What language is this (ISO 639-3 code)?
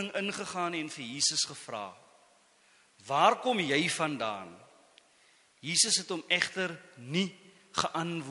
afr